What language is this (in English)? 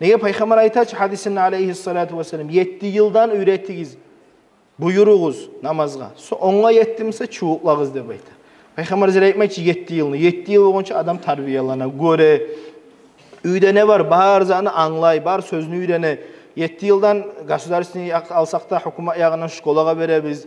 Kumyk